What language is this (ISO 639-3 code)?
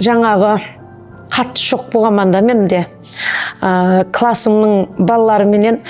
kaa